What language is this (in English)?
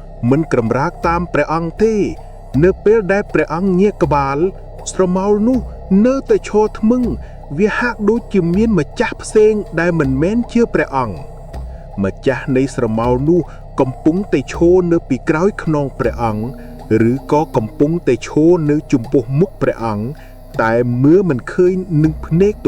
Khmer